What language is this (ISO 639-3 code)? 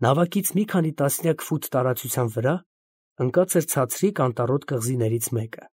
hye